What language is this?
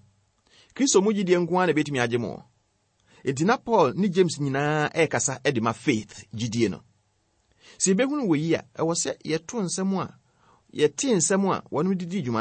Akan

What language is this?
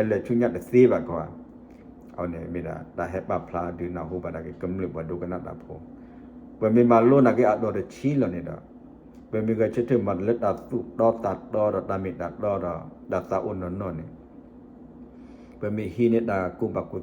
S'gaw Karen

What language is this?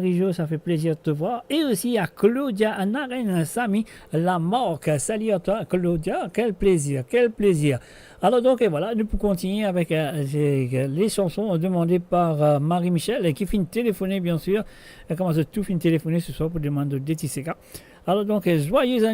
Morisyen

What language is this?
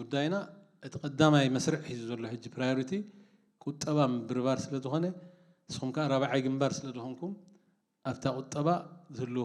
Tigrinya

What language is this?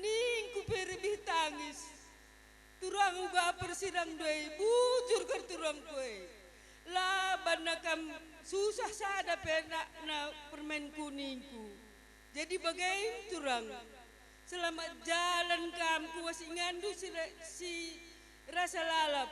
Batak Karo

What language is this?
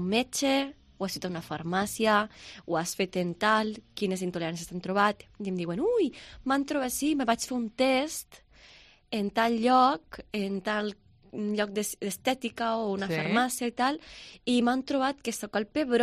Catalan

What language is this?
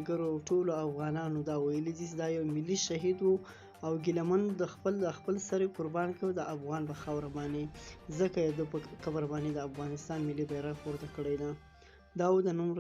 Pashto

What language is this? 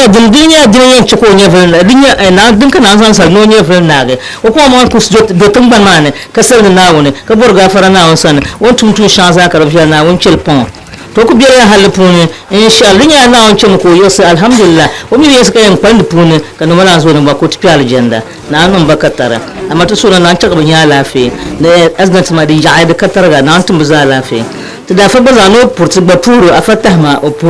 Dagbani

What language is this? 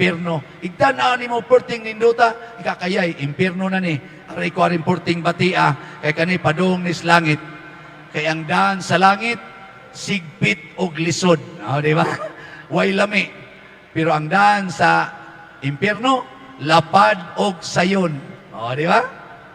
Cebuano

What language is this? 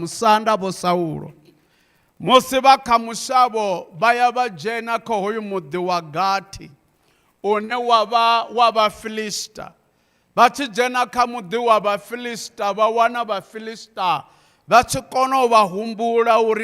Venda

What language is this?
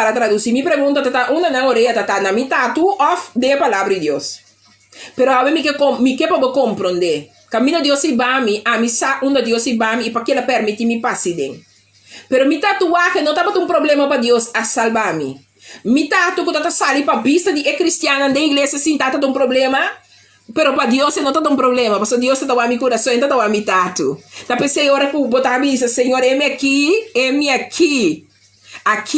Papiamento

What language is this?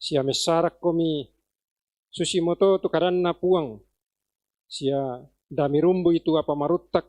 Toraja-Sa'dan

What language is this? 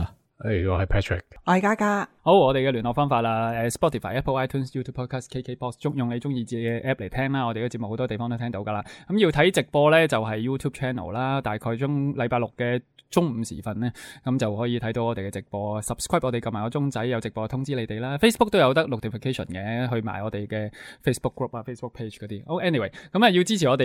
Cantonese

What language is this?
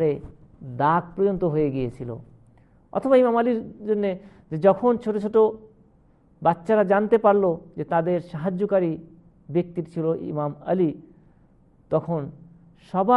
Bangla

